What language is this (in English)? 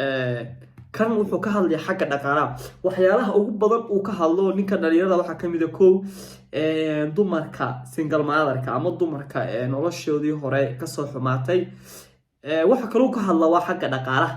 Somali